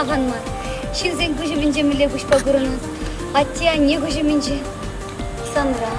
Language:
Chuvash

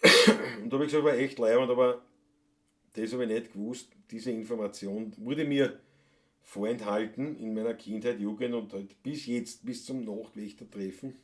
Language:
Bavarian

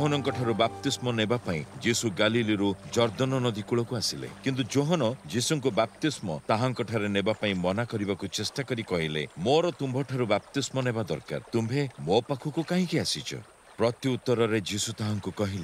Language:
Odia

